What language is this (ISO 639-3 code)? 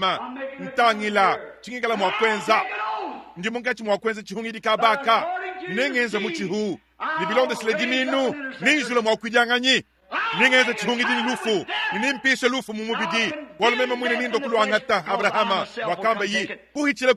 lua